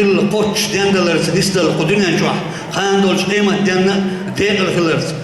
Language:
Chechen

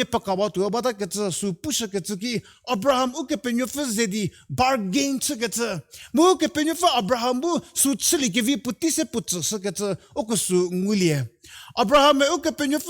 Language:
Angami Naga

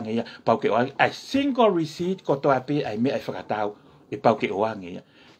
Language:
Tongan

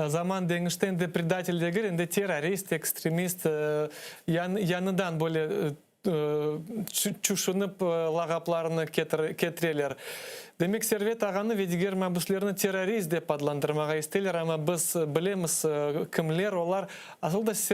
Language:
Crimean Tatar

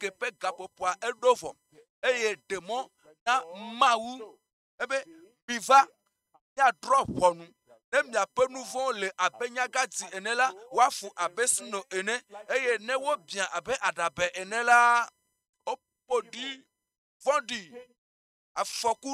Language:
Ewe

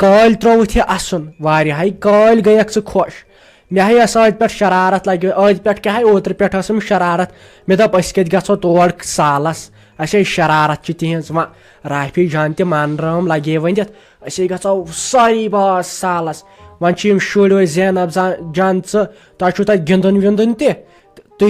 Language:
Kashmiri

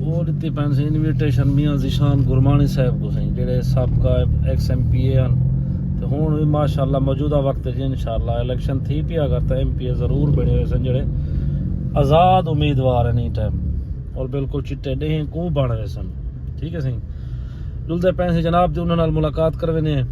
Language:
Saraiki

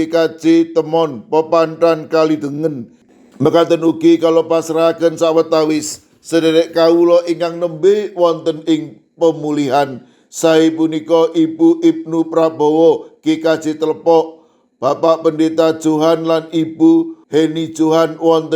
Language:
Javanese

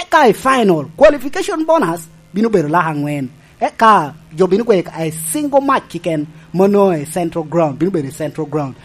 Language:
Lango (Uganda)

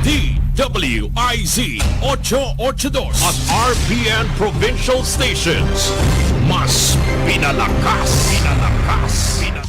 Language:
Bikol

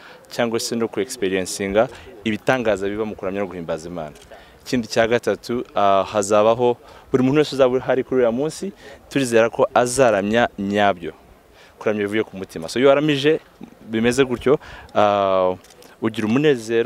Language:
Kinyarwanda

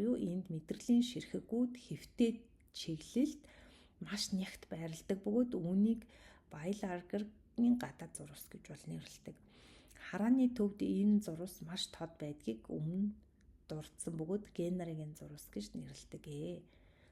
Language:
Mongolian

